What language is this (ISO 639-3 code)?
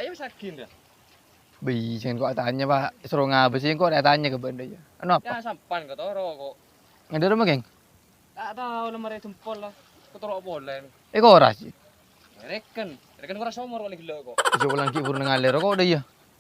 mad